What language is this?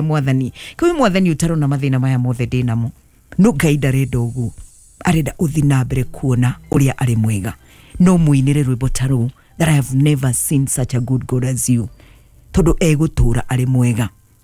Kikuyu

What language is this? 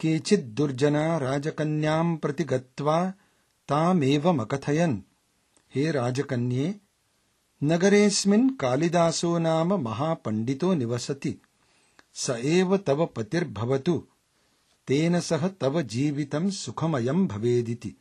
Sanskrit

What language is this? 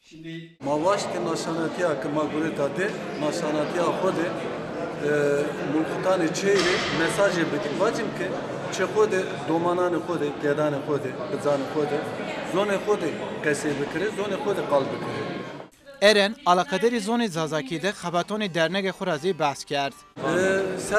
Zaza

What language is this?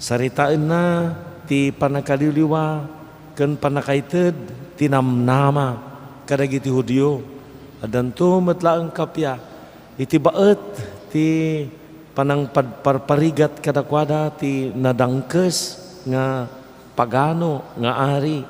Iloko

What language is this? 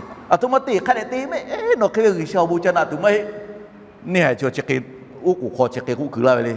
Lahu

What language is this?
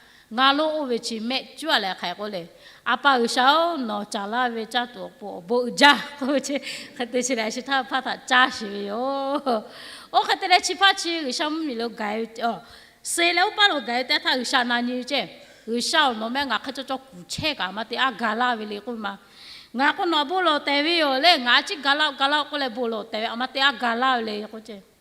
Lahu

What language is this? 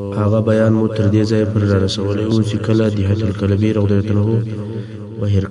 Pashto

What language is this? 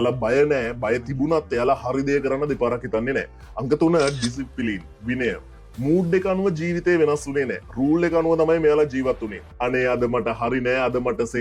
Sinhala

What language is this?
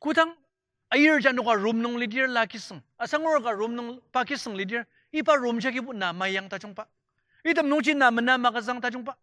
Ao Naga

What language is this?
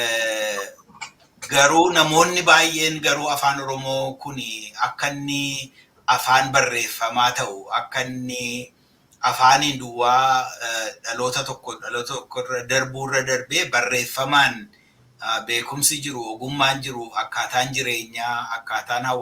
Oromo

